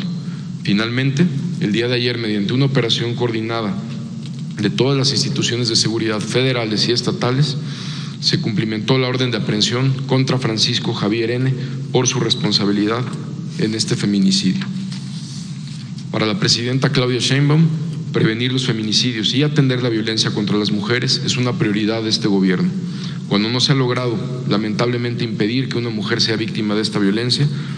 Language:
Spanish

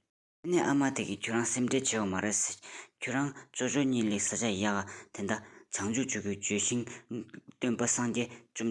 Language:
Tibetan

